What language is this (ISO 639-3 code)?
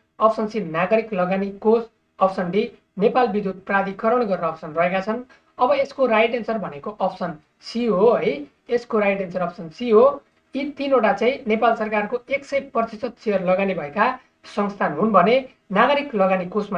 nep